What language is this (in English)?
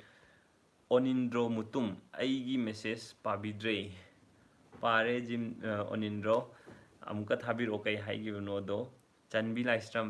Manipuri